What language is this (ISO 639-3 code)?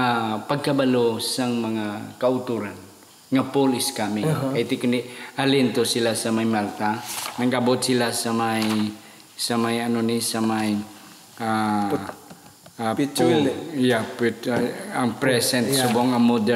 hil